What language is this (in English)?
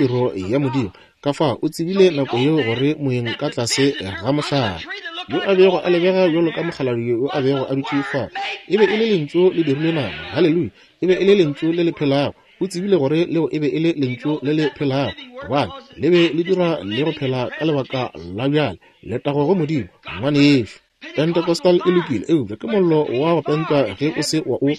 Northern Sotho